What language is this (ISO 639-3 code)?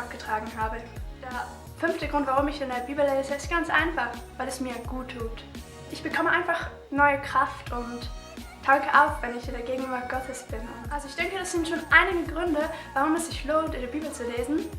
gsw